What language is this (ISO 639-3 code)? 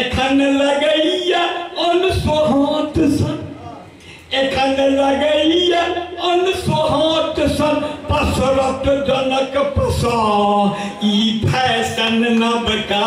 mai